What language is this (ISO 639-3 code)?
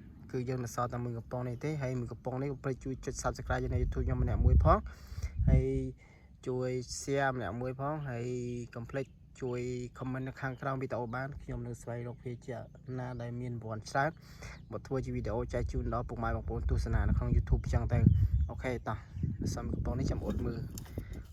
khm